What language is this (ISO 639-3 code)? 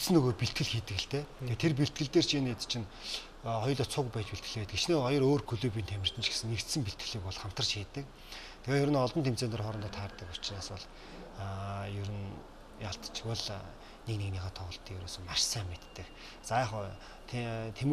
mon